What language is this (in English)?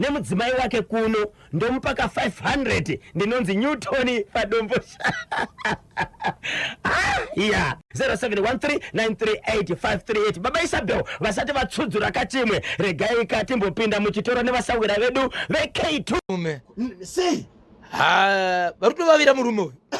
Shona